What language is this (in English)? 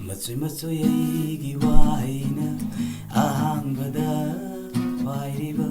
Manipuri